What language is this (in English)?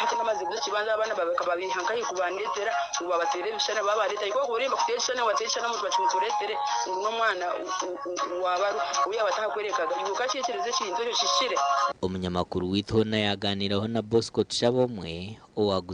Nyankole